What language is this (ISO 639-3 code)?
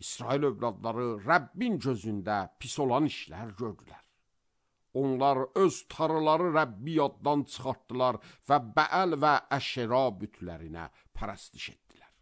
aze